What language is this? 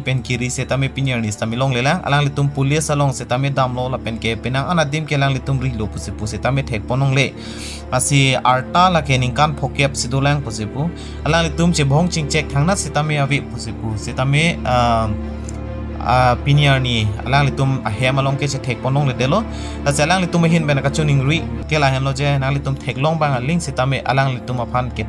Karbi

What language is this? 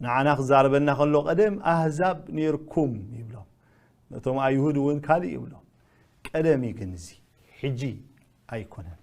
Tigrinya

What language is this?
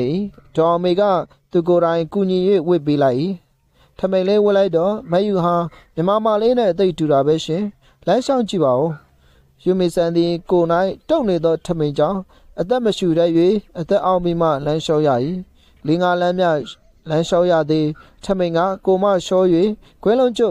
Burmese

